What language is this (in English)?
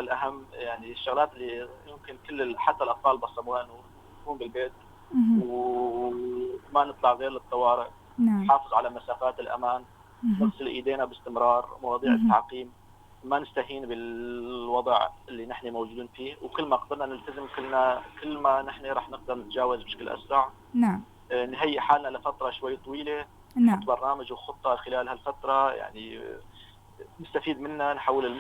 North Levantine Arabic